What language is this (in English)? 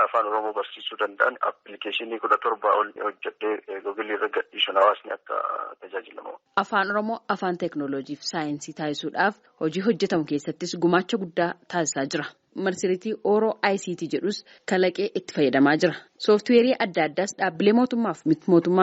Oromo